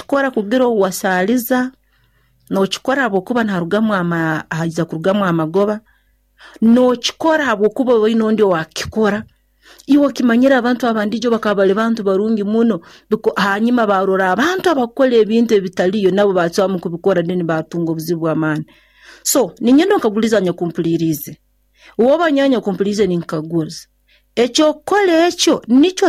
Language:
Nyoro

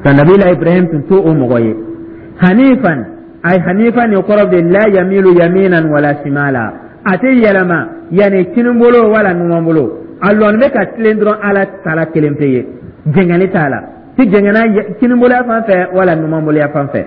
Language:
Dyula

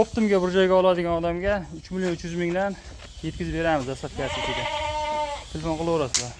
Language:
Uzbek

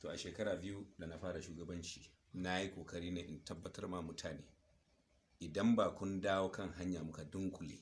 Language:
Hausa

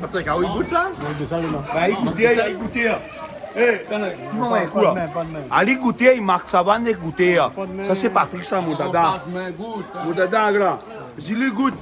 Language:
Réunion Creole French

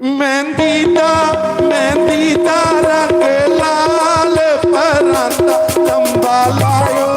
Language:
Dogri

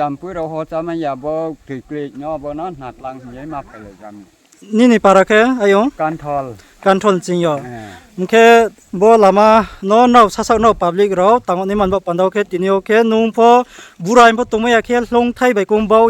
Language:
Riang (India)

